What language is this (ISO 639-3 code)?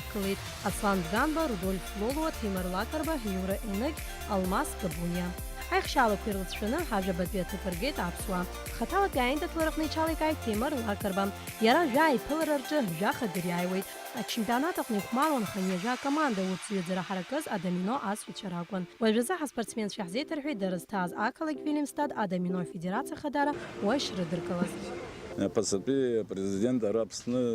abk